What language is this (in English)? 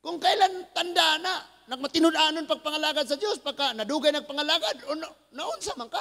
Cebuano